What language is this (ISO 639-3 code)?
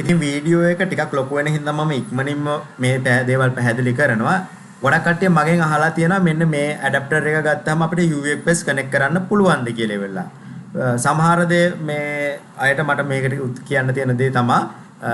sin